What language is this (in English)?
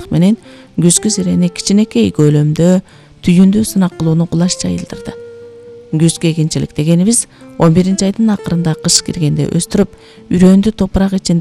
Kyrgyz